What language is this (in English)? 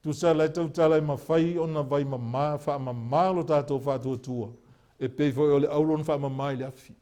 Samoan